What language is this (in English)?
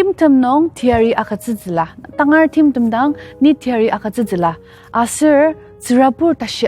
Ao Naga